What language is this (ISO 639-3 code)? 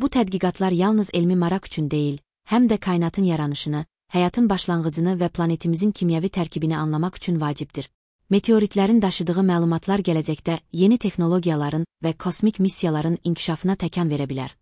aze